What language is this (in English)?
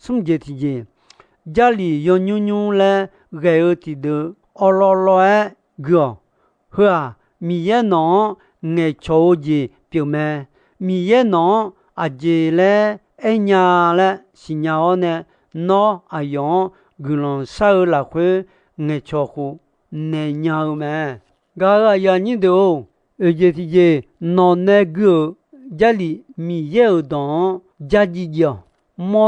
Akha